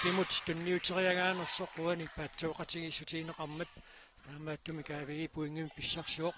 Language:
Kalaallisut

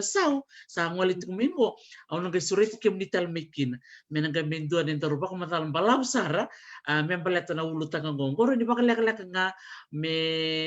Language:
Fijian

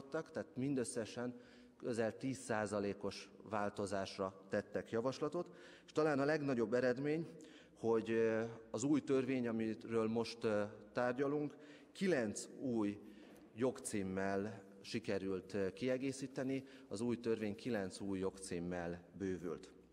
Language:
Hungarian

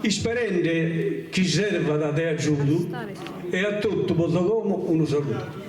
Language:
Sardinian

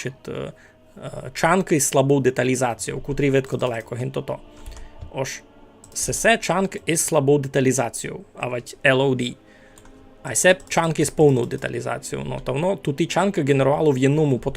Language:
Rusyn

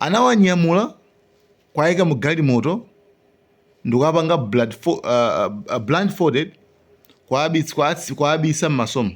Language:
Nyanja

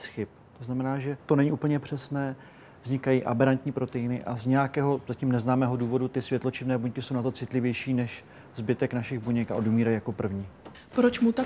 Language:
Czech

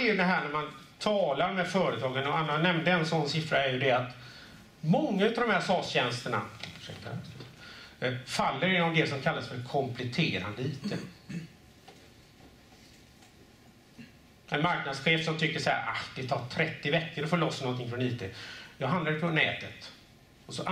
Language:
Swedish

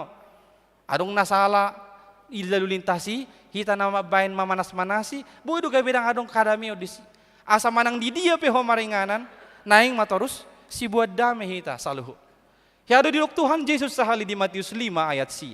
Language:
Batak Toba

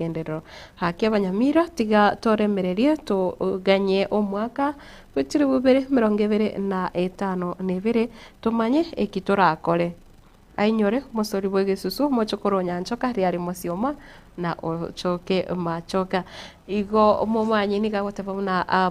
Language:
Gusii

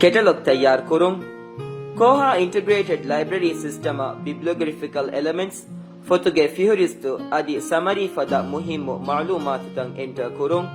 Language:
Divehi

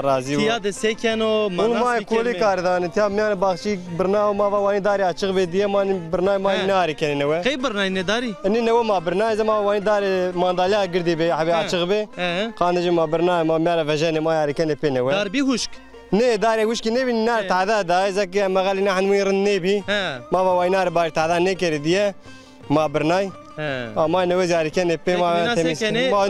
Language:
Zaza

